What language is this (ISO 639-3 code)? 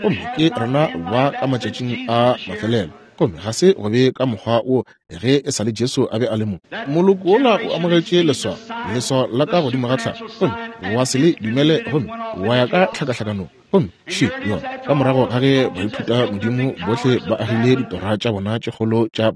nso